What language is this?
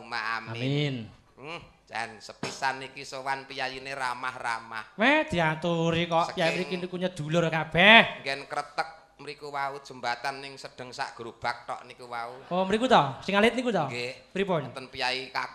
Javanese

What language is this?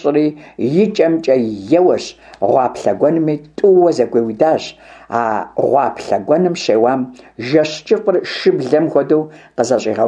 Kabardian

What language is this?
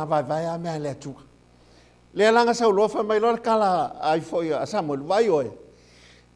Samoan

